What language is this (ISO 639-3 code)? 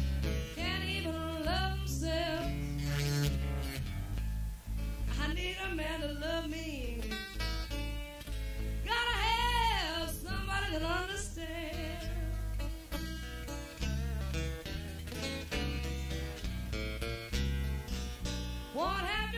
eng